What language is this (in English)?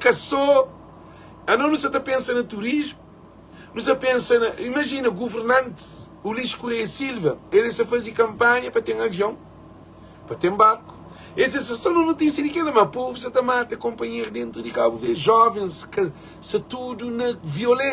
Kabuverdianu